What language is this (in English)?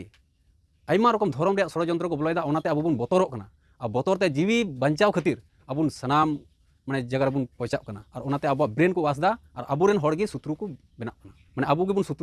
Santali